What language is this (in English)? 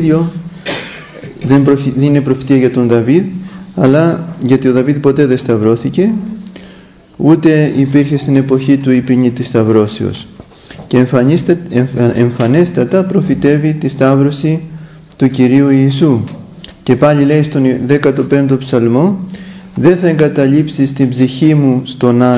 Greek